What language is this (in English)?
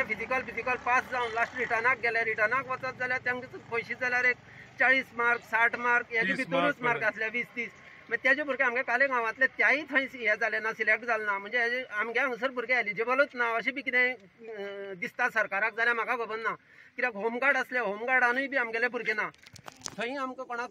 Konkani